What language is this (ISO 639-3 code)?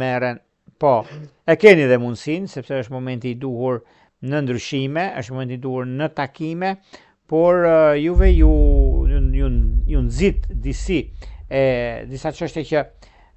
sqi